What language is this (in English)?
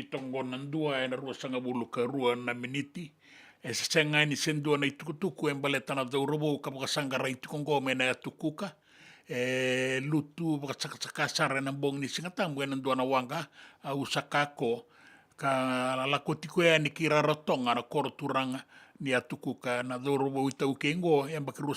Fijian